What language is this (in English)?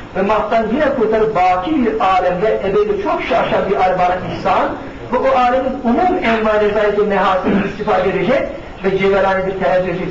Turkish